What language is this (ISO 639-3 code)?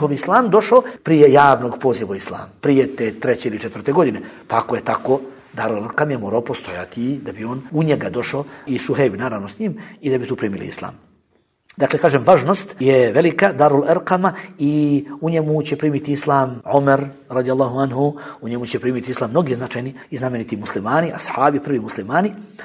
bos